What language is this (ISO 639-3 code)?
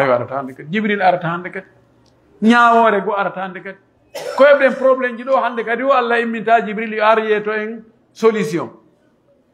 fuf